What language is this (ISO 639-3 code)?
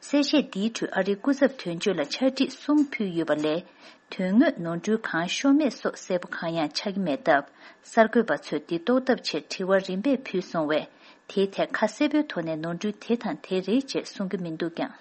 bod